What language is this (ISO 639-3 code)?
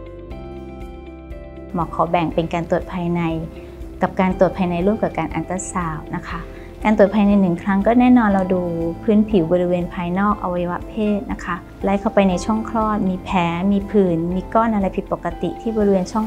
tha